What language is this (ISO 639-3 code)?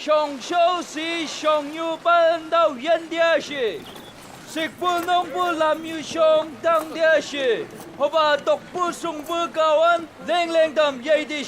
nbc